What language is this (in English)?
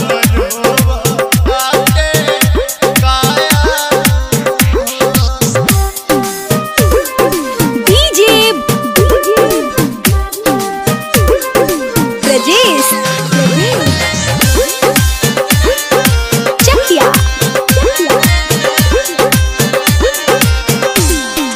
Bhojpuri